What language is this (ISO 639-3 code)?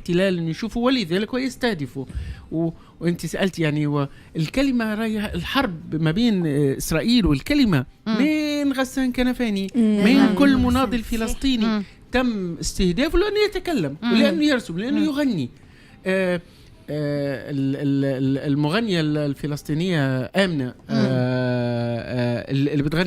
aeb